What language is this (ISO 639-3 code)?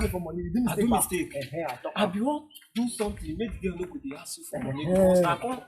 pcm